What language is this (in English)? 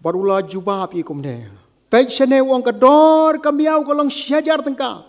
Khasi